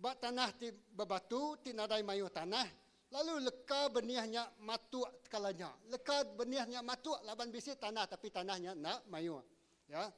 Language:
Iban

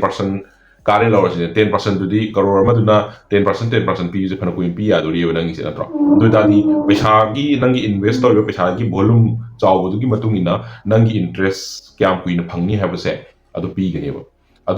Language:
Manipuri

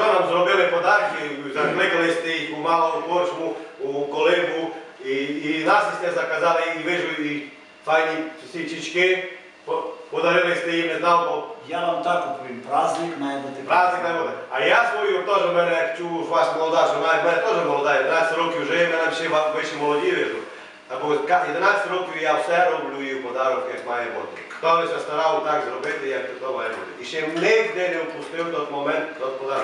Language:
Rusyn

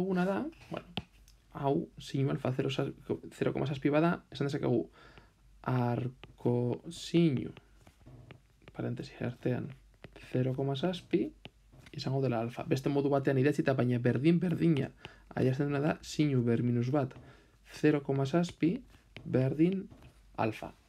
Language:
Basque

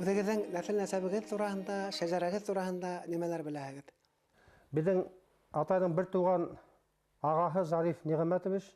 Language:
Bashkir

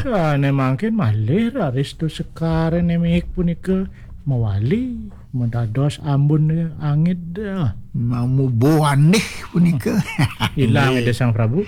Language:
Balinese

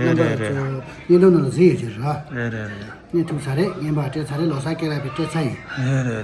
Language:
Tibetan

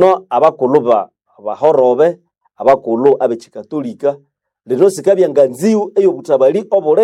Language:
Nande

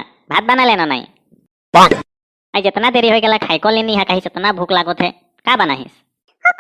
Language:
Sadri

